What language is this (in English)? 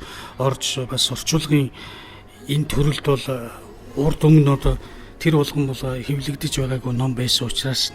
Mongolian